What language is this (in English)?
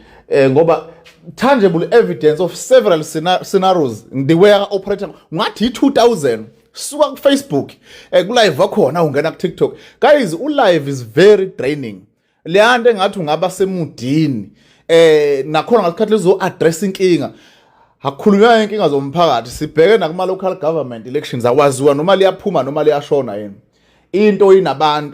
Zulu